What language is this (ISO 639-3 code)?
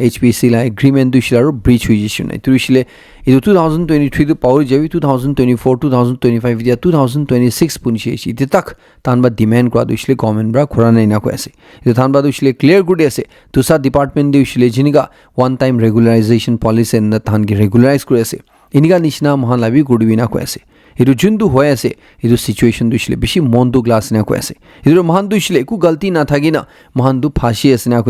nag